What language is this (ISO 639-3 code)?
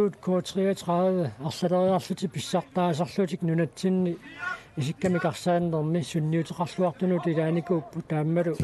kal